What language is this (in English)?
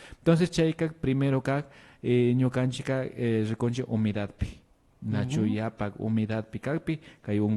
Imbabura Highland Quichua